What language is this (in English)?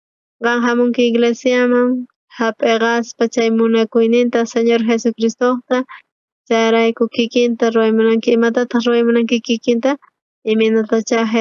South Bolivian Quechua